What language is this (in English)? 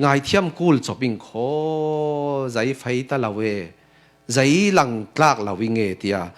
Falam Chin